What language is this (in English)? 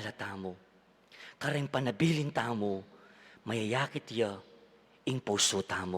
Pampanga